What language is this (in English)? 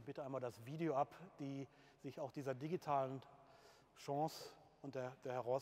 German